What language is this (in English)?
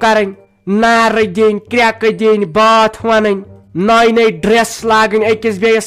Kashmiri